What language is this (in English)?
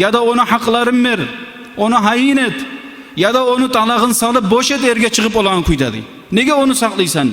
Kumyk